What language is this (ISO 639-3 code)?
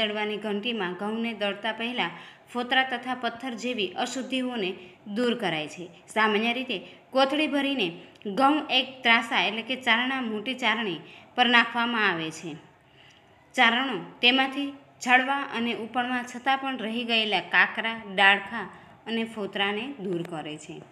guj